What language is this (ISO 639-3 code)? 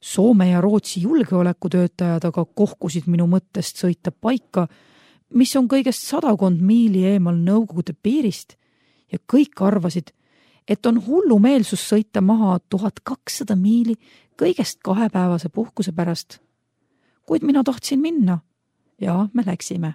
est